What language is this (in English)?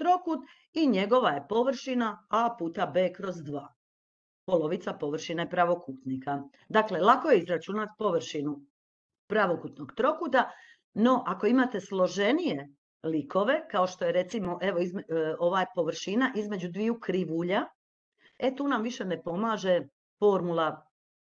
Croatian